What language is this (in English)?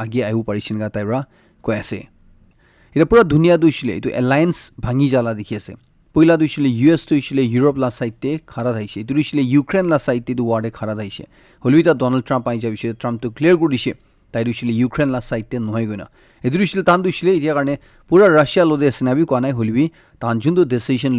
Naga Pidgin